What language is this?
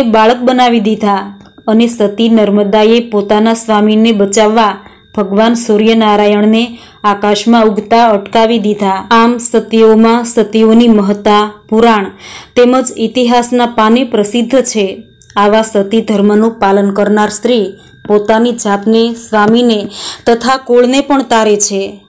Gujarati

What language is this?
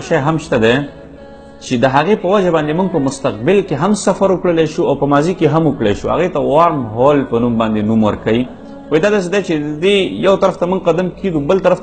Pashto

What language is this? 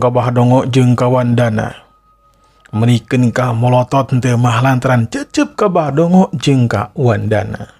Sundanese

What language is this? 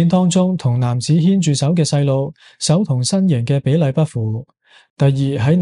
Cantonese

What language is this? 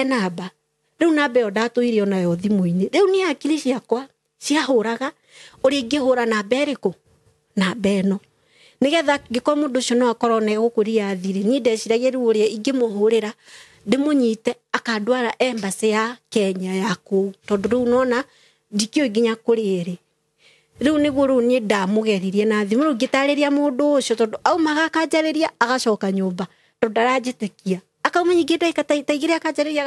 Kikuyu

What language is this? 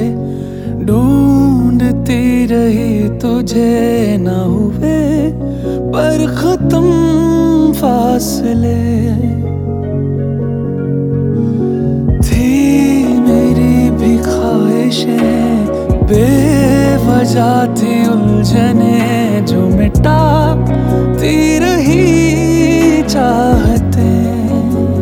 Hindi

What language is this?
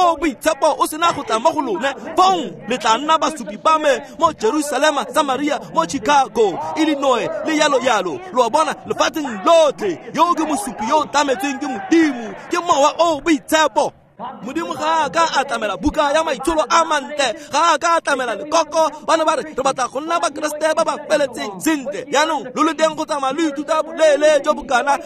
Tswana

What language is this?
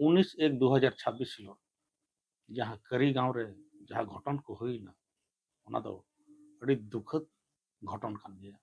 Santali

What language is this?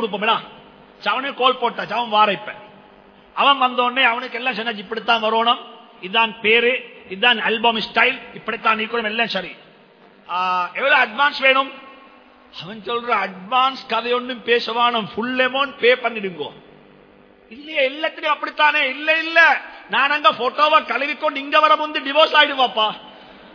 Tamil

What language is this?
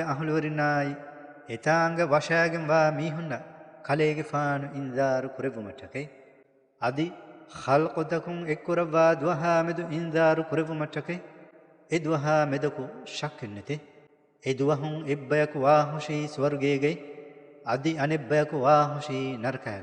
Divehi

